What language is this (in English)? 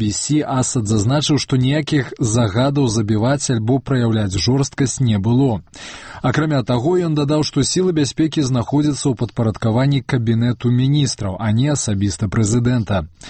Belarusian